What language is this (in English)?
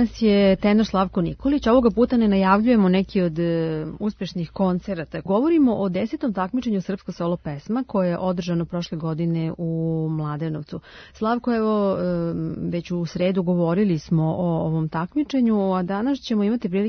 Serbian